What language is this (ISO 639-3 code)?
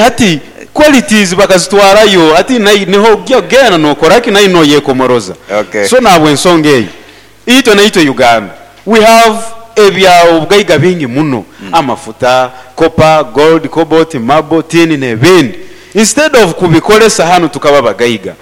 nyn